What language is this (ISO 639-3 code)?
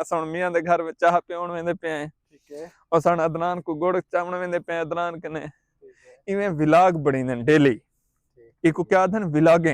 skr